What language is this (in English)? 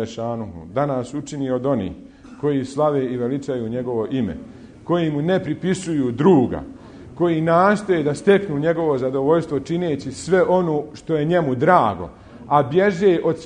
Bosnian